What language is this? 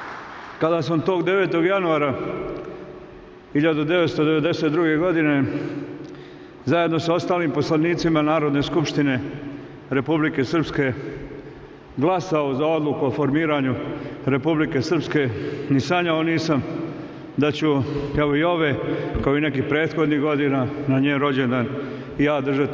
Serbian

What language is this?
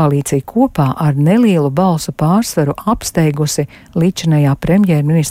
Latvian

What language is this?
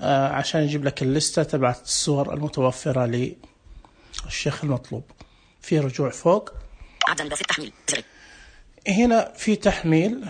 Najdi Arabic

